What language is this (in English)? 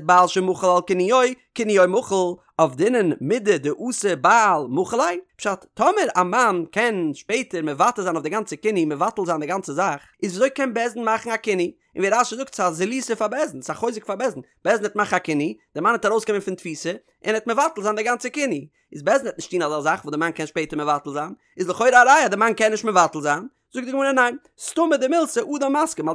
Yiddish